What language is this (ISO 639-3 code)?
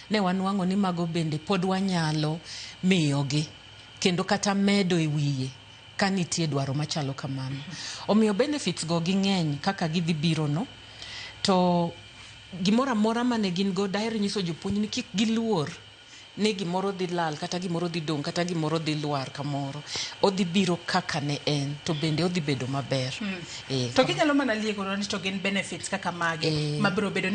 luo